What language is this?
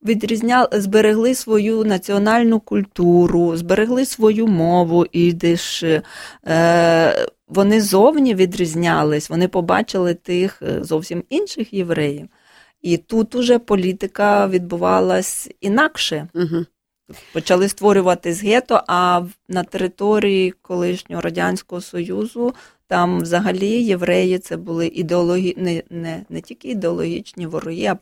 Ukrainian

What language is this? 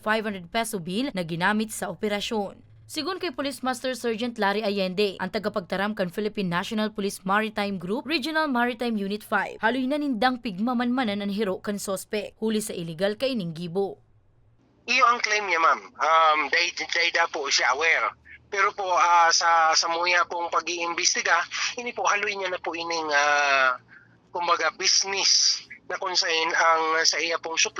Bikol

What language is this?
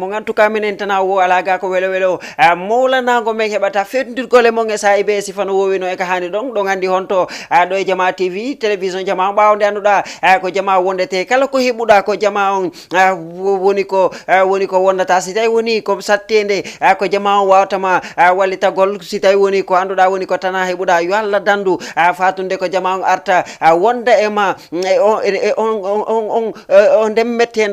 Fula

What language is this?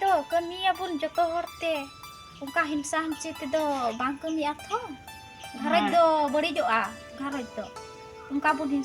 Santali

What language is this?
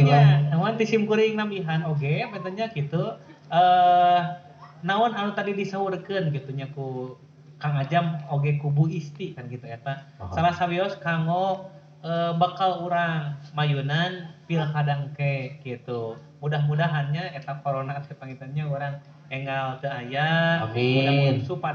Sundanese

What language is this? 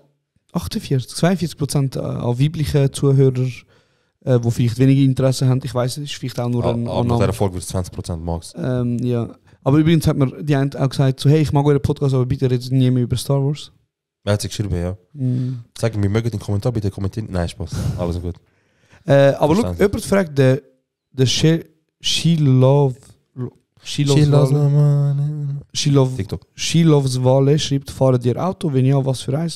Swiss German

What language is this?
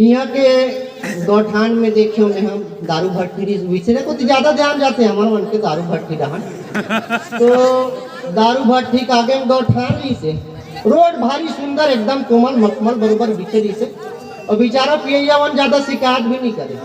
Chhattisgarhi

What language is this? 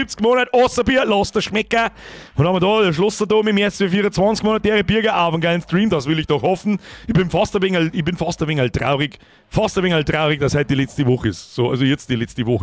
Bavarian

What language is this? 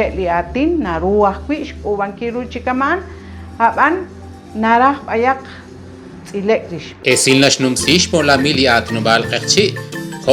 Kekchí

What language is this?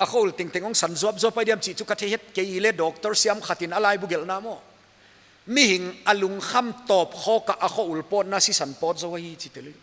Paite Chin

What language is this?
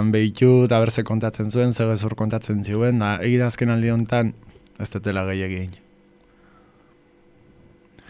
Basque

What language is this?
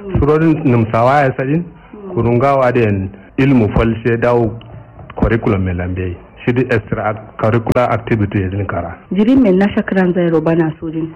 Kanuri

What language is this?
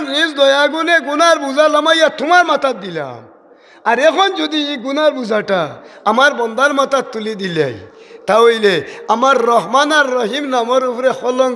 Sylheti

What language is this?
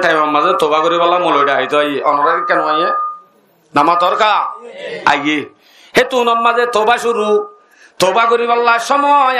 Rohingya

